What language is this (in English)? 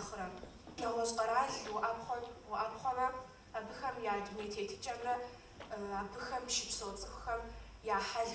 Kabardian